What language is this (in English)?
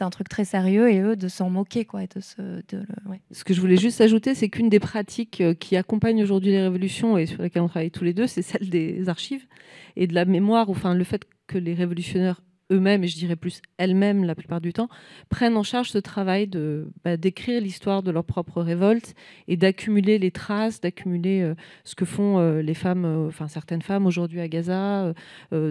French